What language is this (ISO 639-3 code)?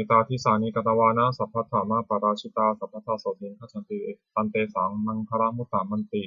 pli